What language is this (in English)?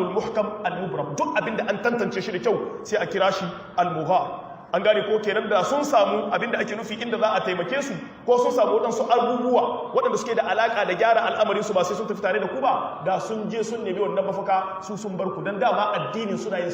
Hausa